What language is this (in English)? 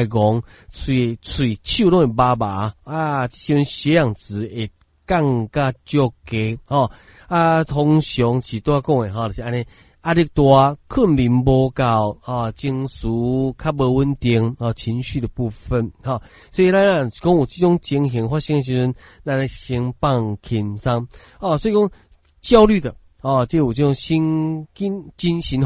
Min Nan Chinese